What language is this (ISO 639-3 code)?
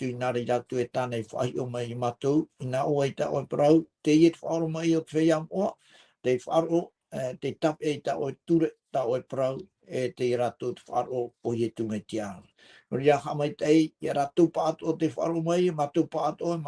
tah